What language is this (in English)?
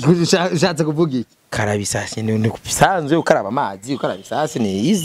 Rundi